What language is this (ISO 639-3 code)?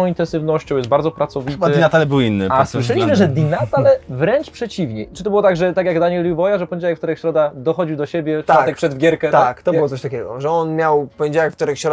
pol